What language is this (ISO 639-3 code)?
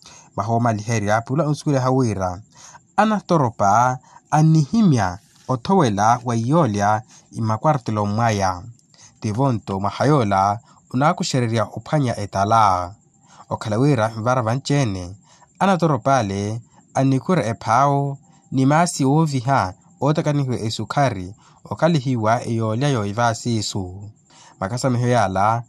vmw